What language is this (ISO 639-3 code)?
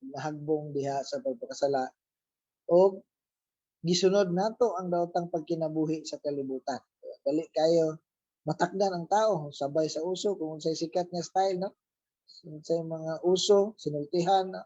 ceb